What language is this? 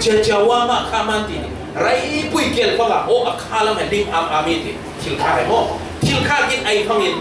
Falam Chin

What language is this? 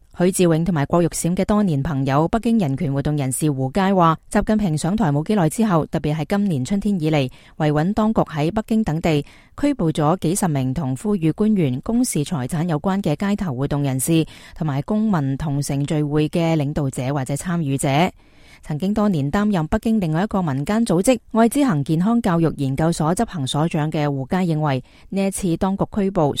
Cantonese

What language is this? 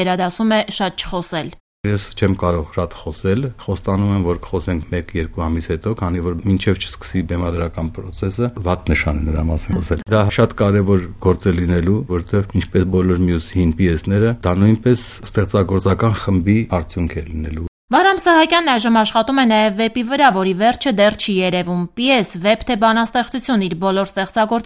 Armenian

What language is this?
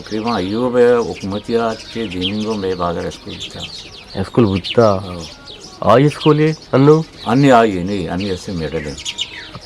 Eastern Balochi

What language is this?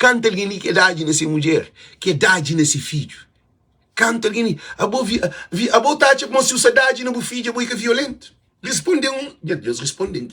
Kabuverdianu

